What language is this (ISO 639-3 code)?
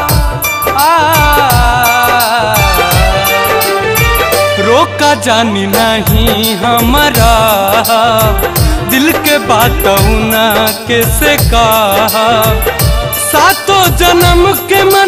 bho